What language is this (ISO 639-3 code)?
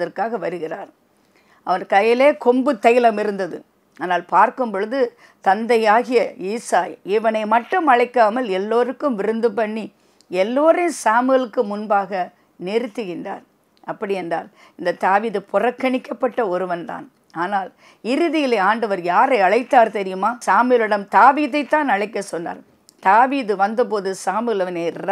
tam